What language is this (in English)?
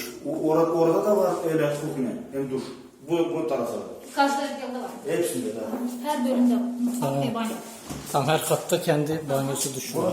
Gagauz